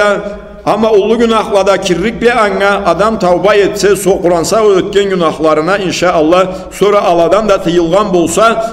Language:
Karachay-Balkar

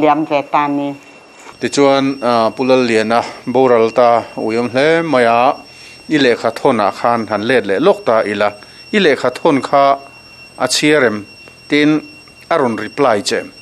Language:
Mizo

